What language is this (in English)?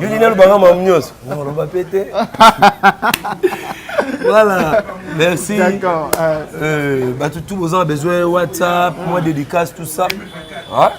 Lingala